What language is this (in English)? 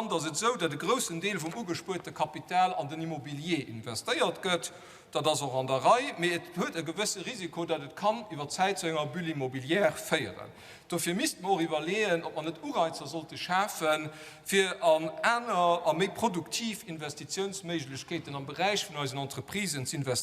Luxembourgish